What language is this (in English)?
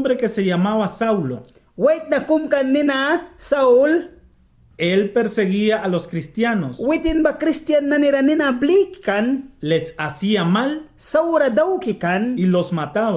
Mískito